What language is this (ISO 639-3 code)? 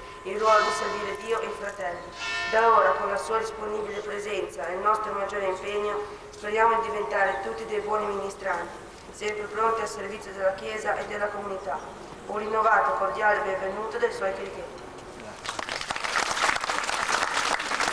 ita